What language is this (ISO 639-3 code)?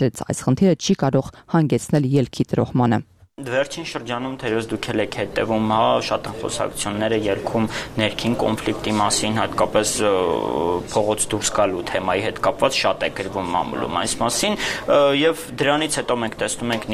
hye